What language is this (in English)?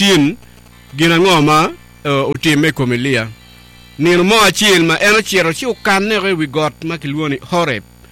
Acoli